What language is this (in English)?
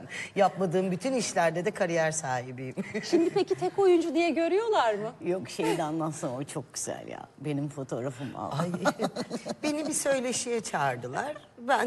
Turkish